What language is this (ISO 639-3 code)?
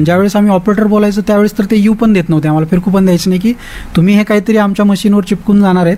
mar